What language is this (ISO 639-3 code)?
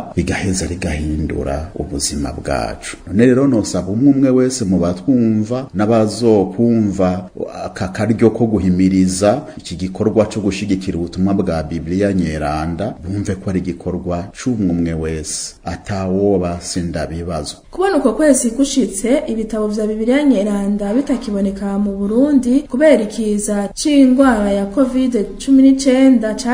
run